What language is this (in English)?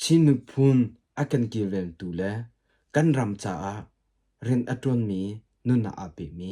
Hakha Chin